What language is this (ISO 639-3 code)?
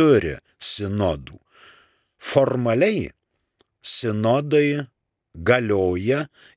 lit